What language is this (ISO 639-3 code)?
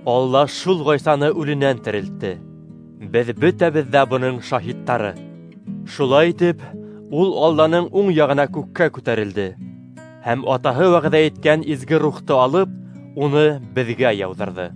bak